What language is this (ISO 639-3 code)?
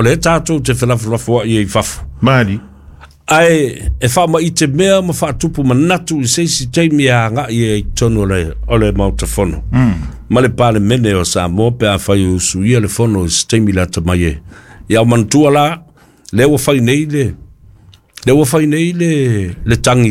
smo